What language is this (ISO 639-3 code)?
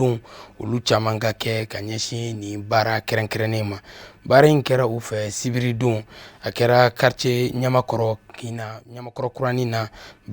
bam